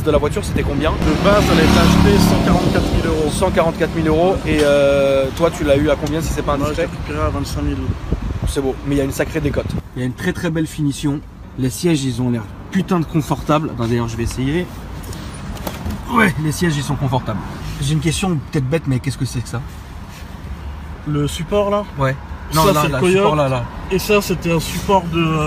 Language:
French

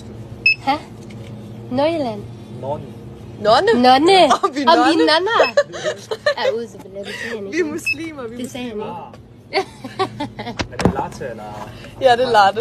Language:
Danish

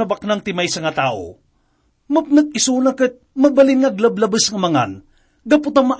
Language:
Iloko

